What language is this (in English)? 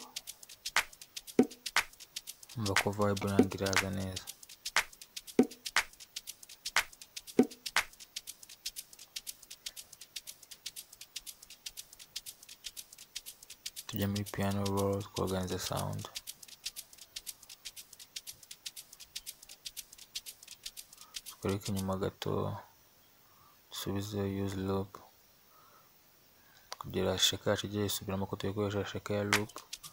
Kinyarwanda